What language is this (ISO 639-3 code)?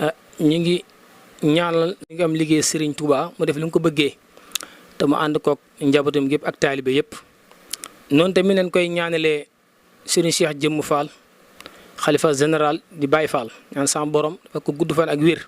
wol